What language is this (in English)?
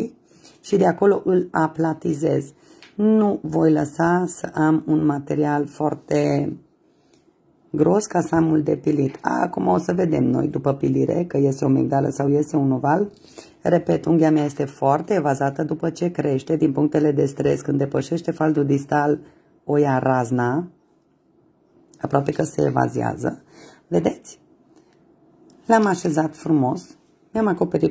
Romanian